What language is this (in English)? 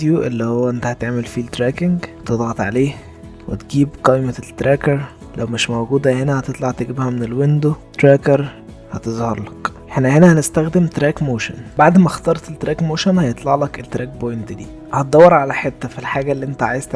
Egyptian Arabic